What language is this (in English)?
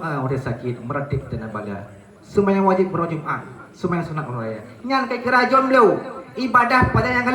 Achinese